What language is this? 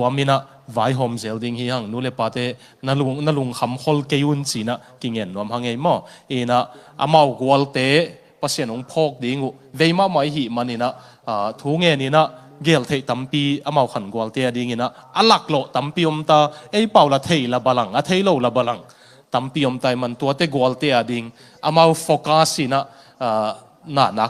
Tedim Chin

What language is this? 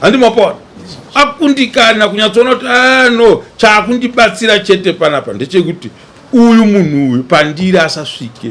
Shona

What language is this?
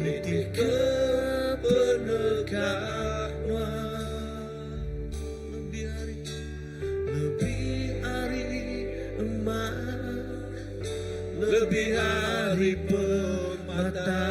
Iban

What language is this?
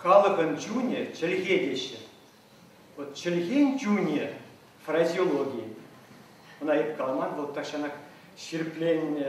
Chuvash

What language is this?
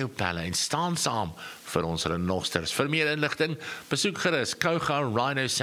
Afrikaans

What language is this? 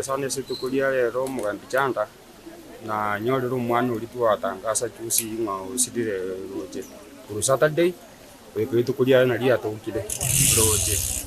Gusii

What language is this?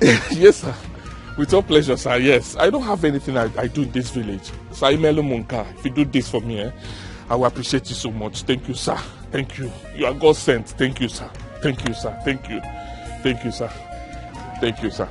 Nigerian Pidgin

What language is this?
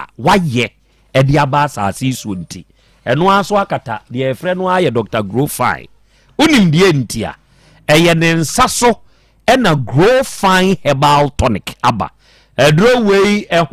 Akan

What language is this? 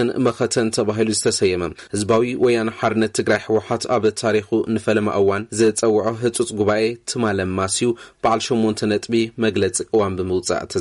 Tigrinya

